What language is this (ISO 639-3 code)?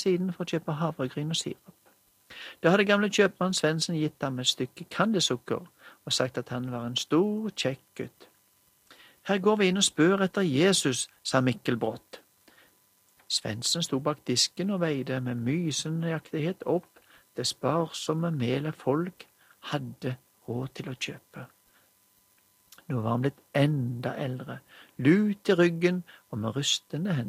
nor